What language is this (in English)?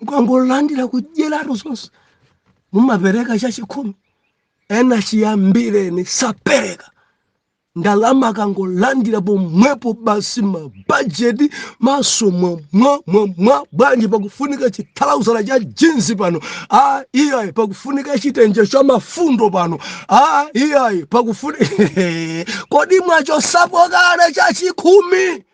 Nyanja